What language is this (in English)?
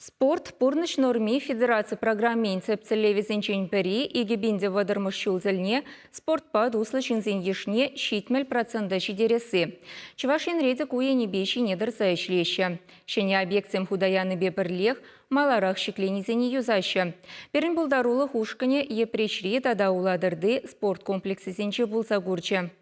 Chuvash